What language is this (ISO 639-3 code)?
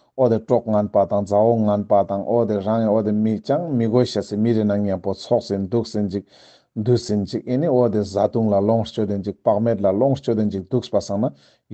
lbj